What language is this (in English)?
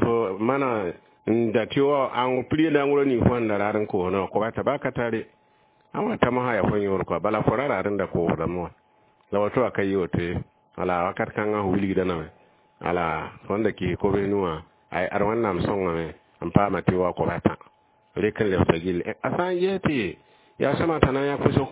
Mossi